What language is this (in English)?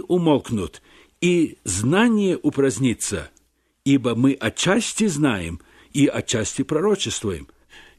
Russian